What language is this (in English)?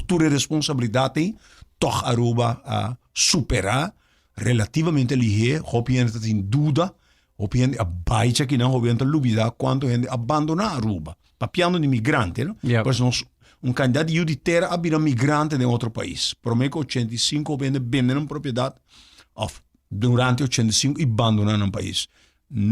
Papiamento